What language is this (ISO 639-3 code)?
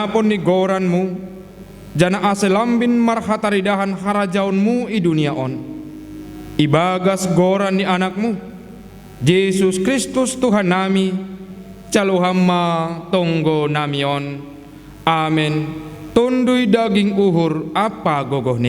bts